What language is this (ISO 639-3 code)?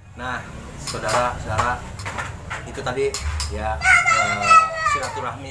bew